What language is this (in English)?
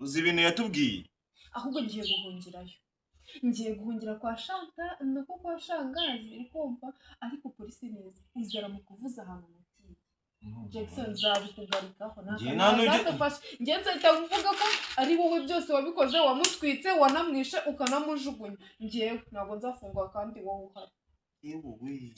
Kinyarwanda